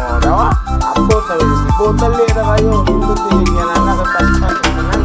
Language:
Cebuano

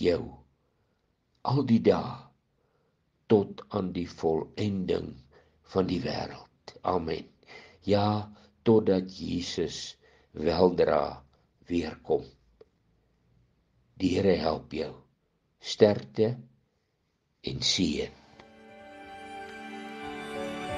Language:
Afrikaans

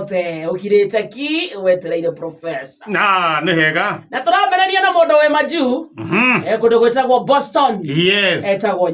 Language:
Kikuyu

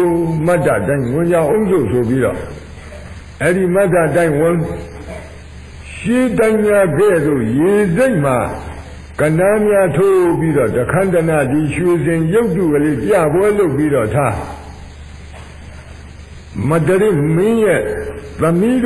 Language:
Burmese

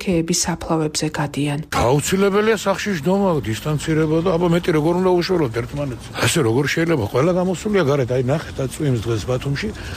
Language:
Georgian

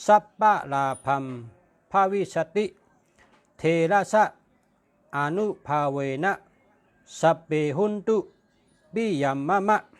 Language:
Shan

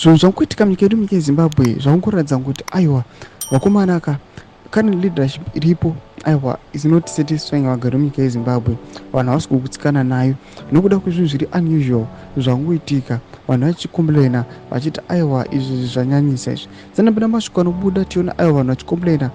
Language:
Shona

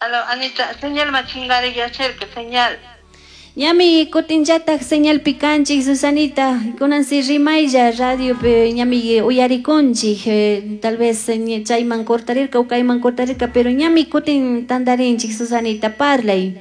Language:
Chimborazo Highland Quichua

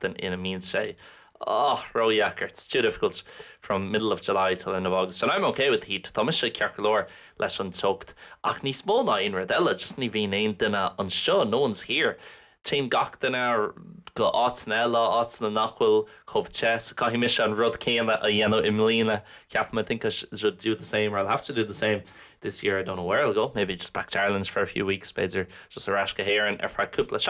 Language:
Irish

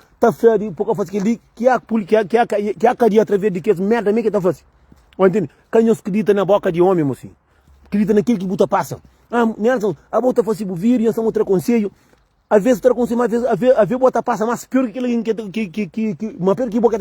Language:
Kabuverdianu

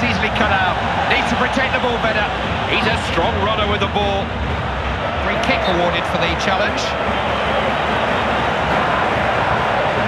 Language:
English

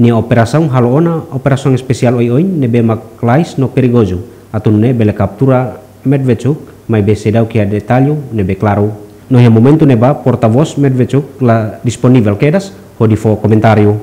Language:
Tetum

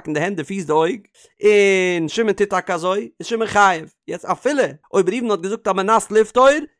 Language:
Yiddish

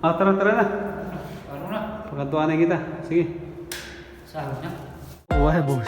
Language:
Waray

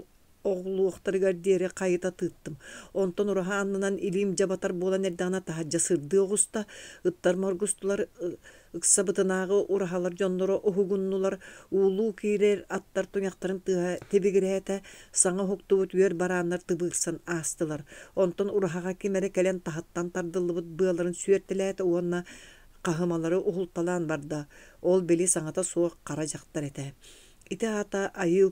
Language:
Yakut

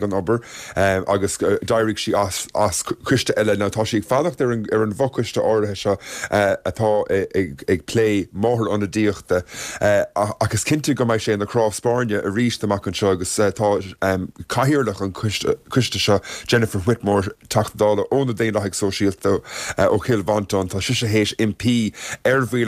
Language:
Irish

